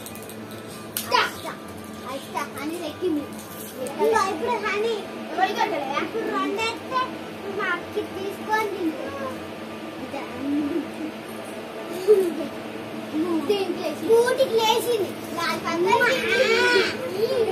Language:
Telugu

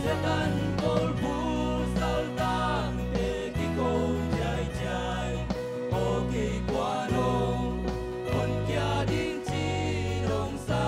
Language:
Tedim Chin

